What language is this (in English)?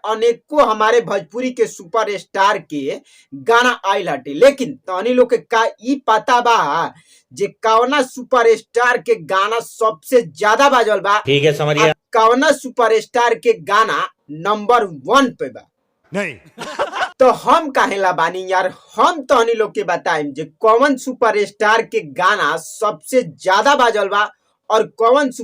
Bhojpuri